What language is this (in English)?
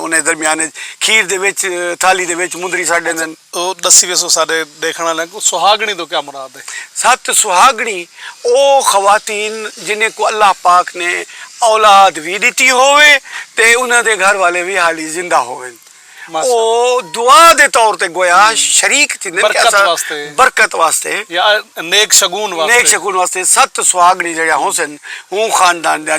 Saraiki